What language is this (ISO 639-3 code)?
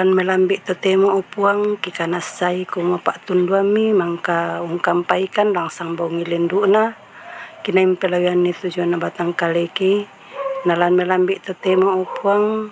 sda